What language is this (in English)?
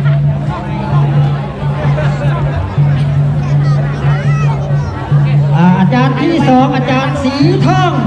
Lao